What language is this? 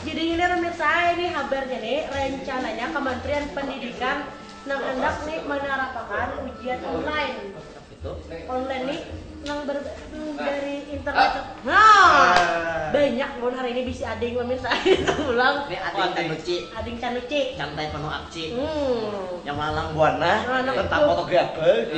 Banjar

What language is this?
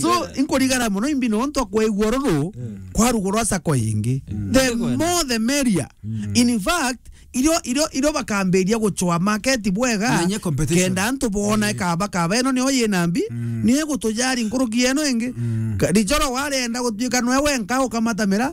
Meru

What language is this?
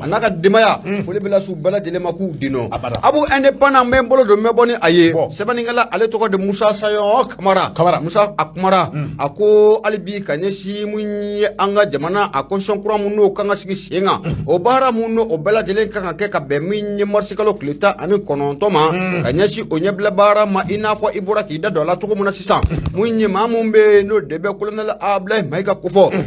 Bambara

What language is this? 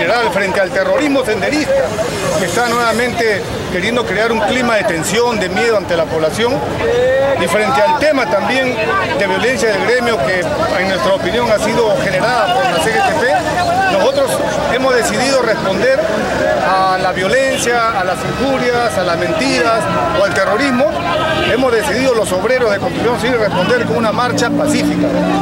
Spanish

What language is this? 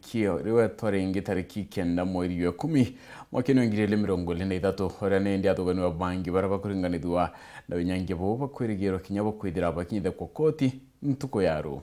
Meru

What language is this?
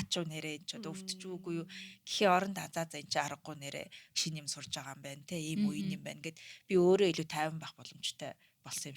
Mongolian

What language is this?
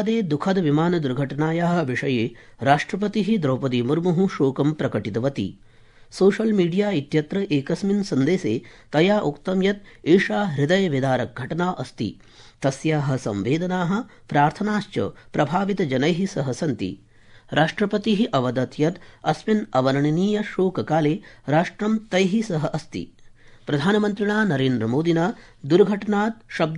Sanskrit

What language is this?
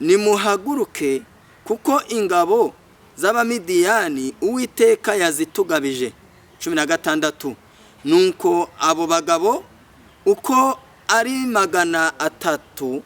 Kinyarwanda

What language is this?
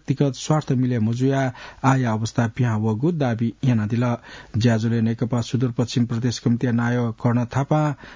Newari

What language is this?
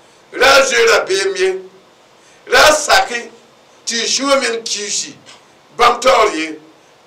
Mossi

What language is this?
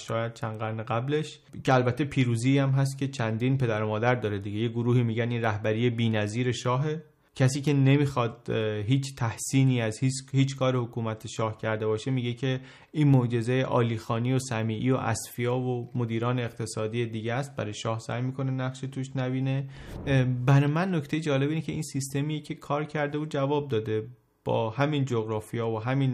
Persian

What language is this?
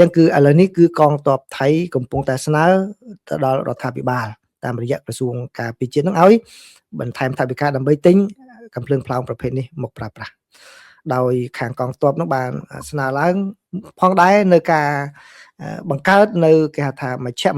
Khmer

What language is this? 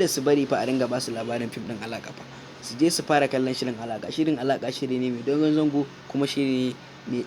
Hausa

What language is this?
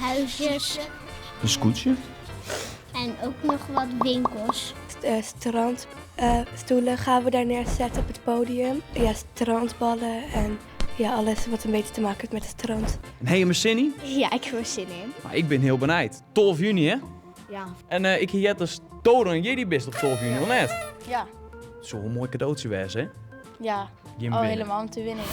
Western Frisian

